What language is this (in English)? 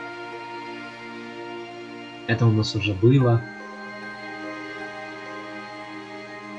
Russian